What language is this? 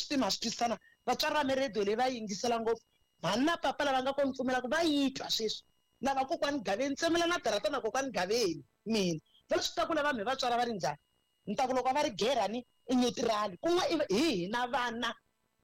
Tsonga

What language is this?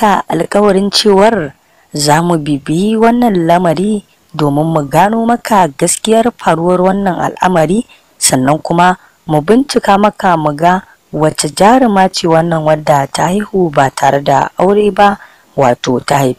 Hausa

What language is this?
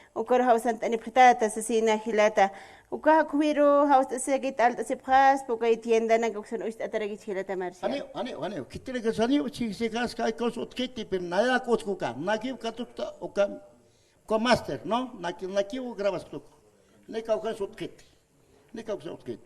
Aymara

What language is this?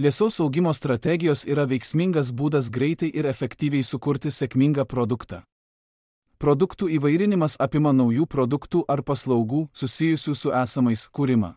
Lithuanian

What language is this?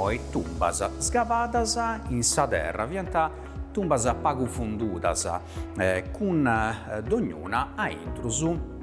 Sardinian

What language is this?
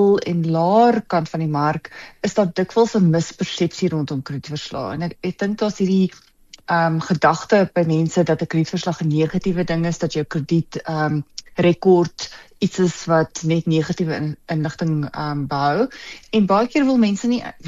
Afrikaans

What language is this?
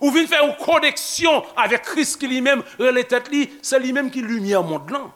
Haitian Creole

